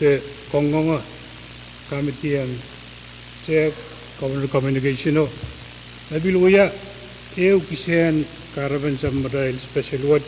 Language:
Pohnpeian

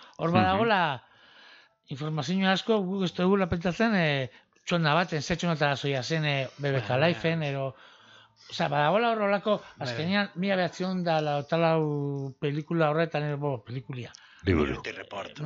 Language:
Basque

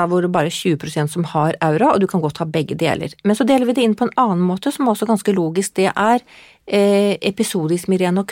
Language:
Norwegian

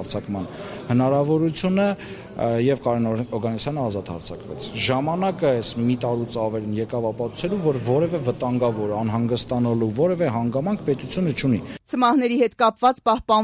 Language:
Armenian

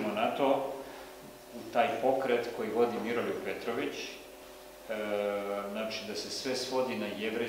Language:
Serbian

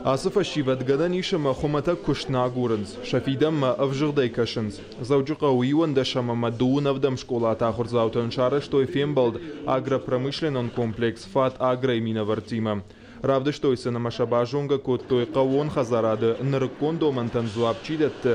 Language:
Ossetic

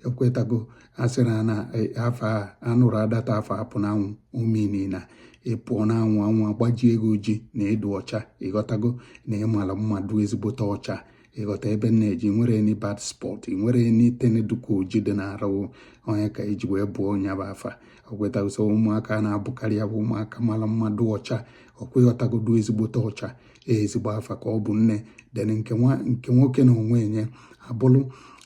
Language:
Igbo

